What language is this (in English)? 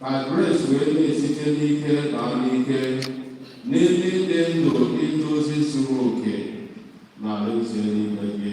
Igbo